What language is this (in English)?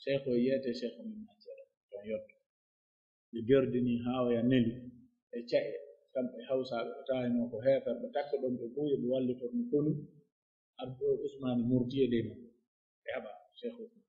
Pular